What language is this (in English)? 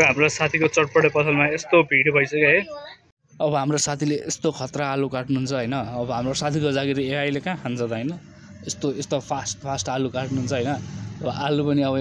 Nepali